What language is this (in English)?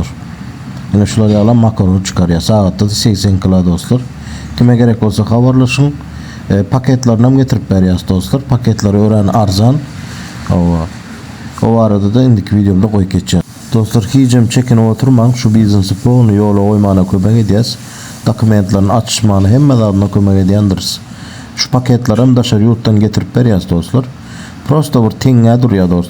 Turkmen